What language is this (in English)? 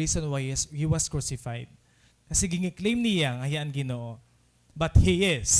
Waray